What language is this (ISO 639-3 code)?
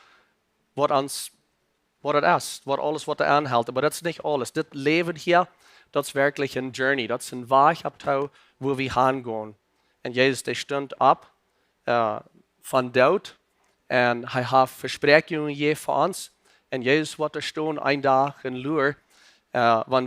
pdt